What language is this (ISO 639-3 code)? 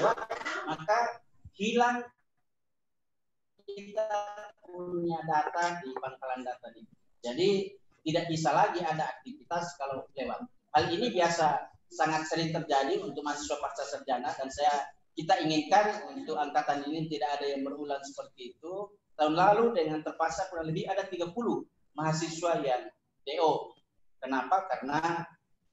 ind